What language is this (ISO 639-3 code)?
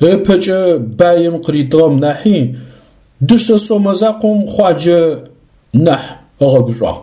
ady